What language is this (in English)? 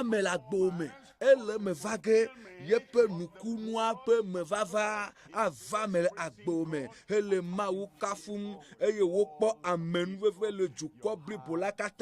Ewe